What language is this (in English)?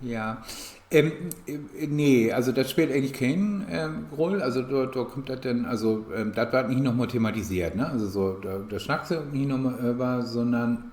Low German